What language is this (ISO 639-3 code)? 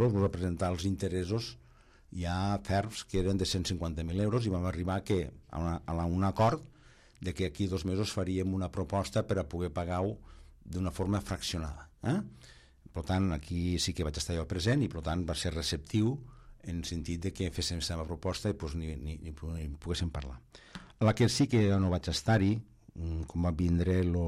cat